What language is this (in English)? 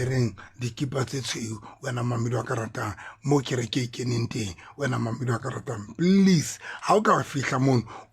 Southern Sotho